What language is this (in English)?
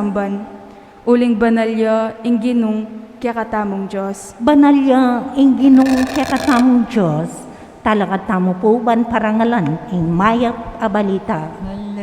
Pampanga